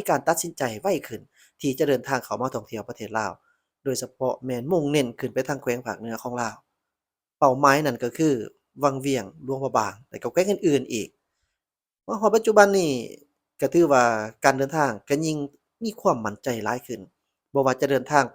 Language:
Lao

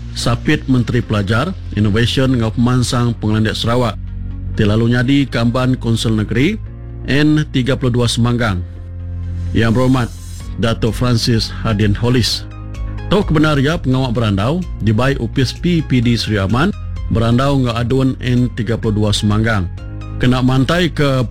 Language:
Iban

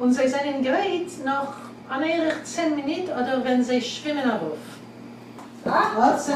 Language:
Yiddish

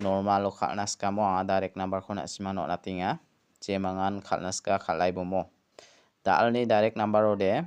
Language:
Garo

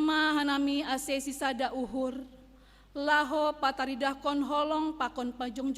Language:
Batak Simalungun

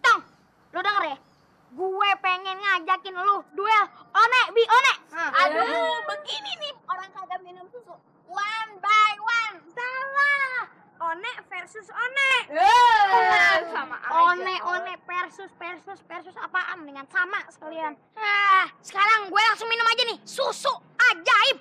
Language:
Betawi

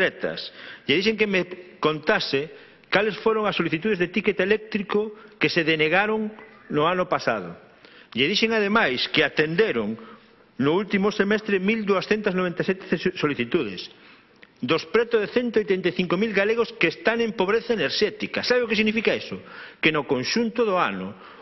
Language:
Galician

